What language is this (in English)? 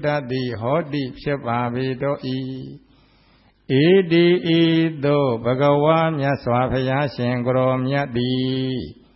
Burmese